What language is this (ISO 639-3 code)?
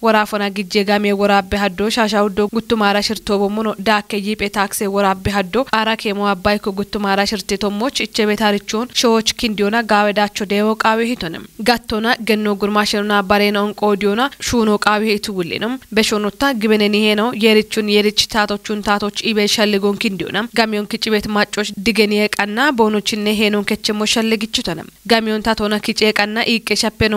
kbr